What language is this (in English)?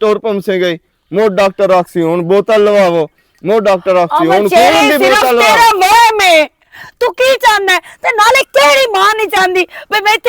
Western Panjabi